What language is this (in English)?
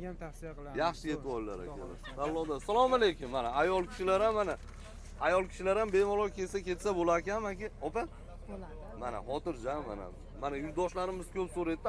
Uzbek